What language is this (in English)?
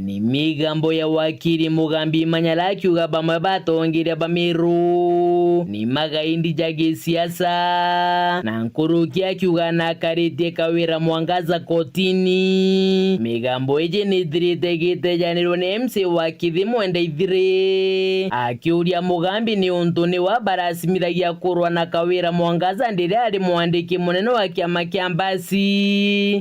Meru